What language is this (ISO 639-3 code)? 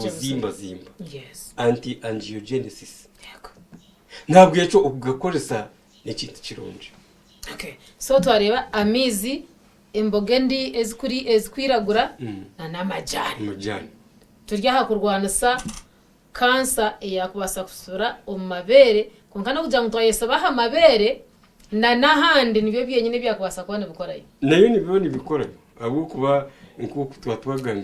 nyn